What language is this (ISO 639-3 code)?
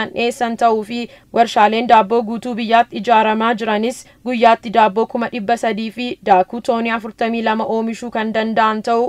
orm